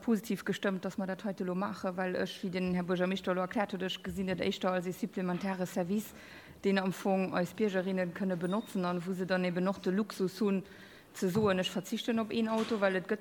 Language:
Luxembourgish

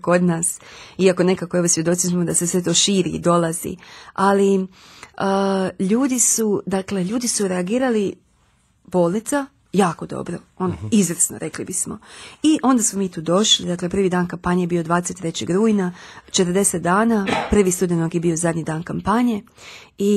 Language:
Croatian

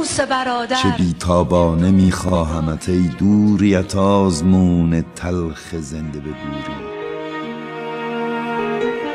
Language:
Persian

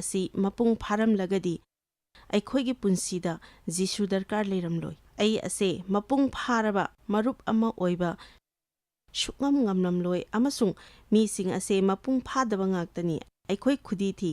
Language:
Manipuri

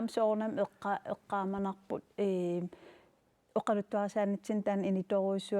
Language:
Kalaallisut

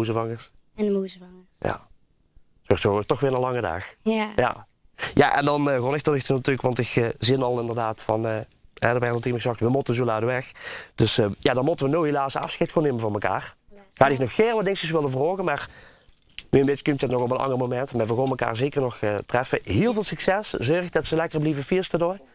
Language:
Limburgish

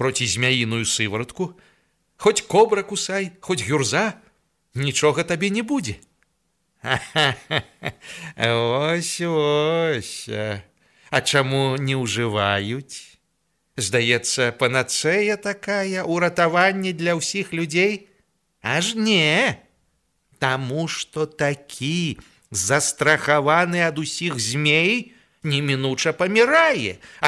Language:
Belarusian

